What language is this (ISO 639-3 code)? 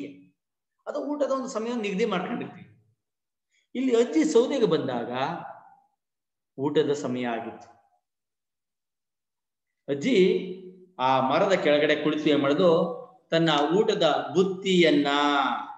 kan